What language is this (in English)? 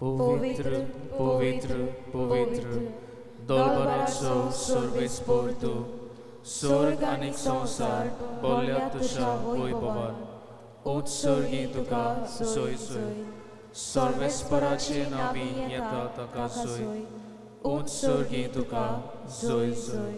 Konkani